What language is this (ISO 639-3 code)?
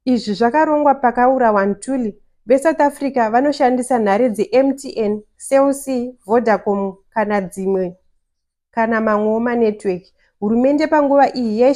sna